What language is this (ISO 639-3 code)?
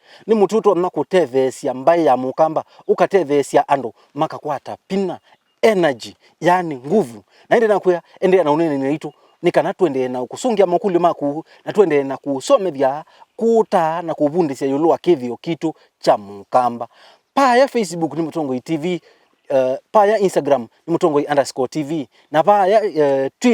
kam